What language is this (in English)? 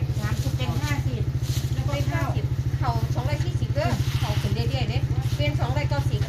Northeastern Thai